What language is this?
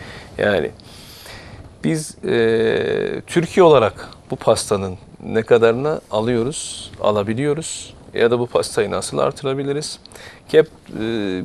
Turkish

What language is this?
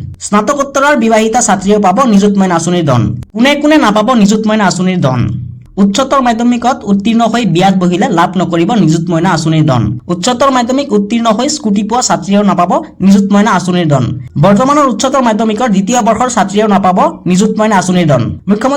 Assamese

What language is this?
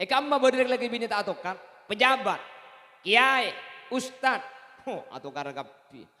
Madurese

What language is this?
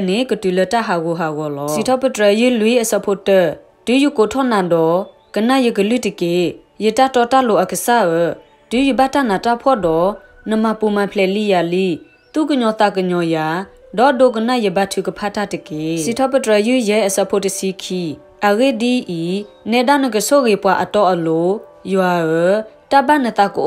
S'gaw Karen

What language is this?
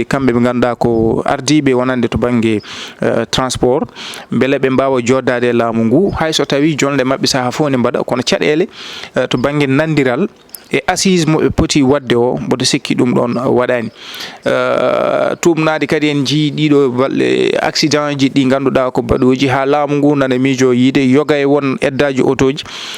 Fula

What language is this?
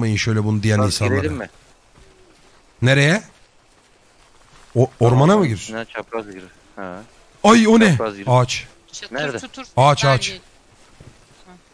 Turkish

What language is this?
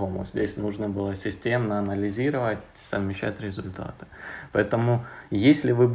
Russian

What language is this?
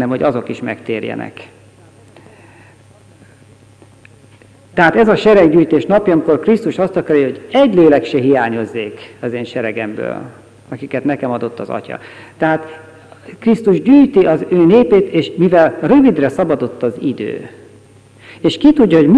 Hungarian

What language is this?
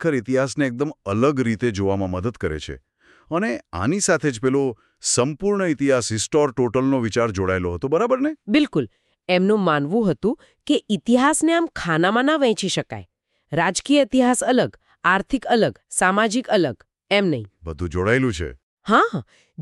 Gujarati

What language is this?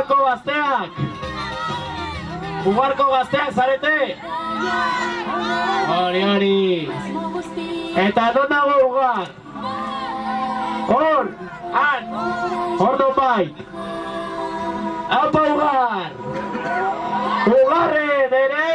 Basque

